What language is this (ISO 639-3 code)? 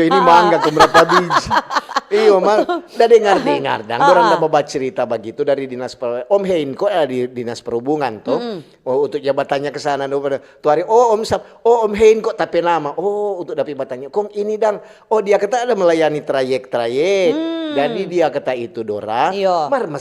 xmm